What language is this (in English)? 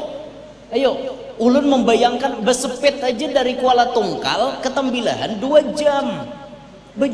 Banjar